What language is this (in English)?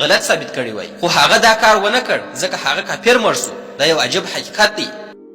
Pashto